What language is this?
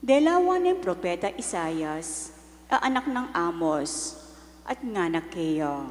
Pampanga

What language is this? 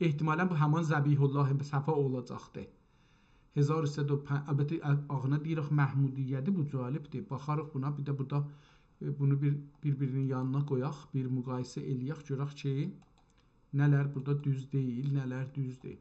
South Azerbaijani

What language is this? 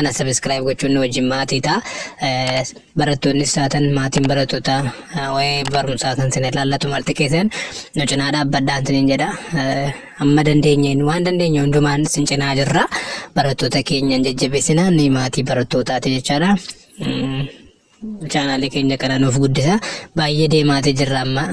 Oromo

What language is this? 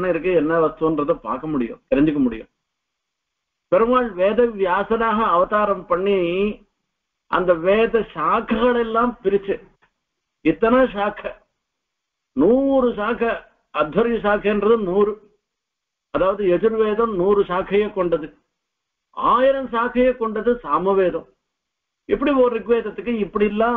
Tamil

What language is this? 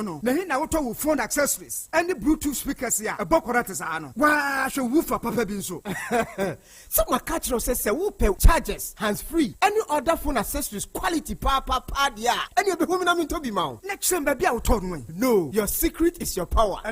Akan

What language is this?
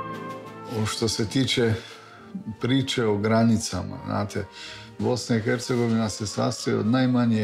Croatian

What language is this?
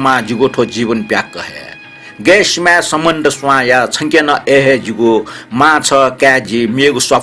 Newari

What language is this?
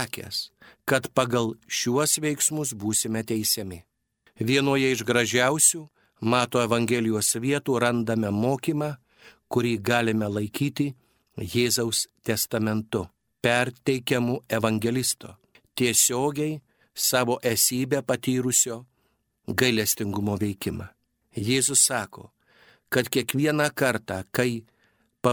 Lithuanian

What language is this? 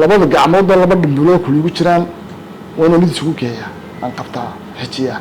Somali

